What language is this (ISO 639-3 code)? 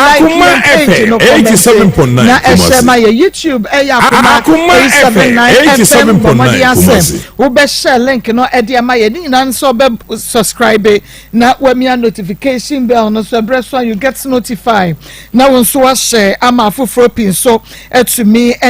aka